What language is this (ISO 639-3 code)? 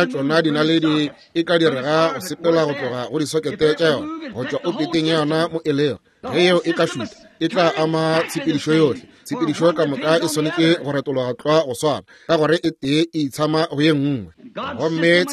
nso